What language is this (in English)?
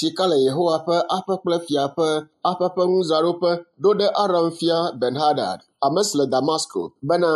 Ewe